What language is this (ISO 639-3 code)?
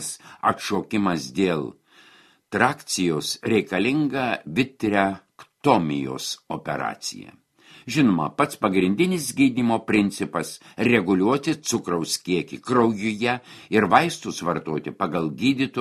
lit